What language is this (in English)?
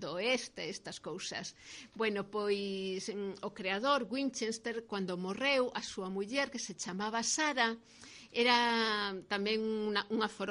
Galician